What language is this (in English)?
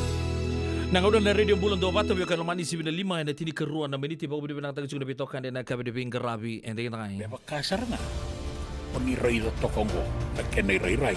Fijian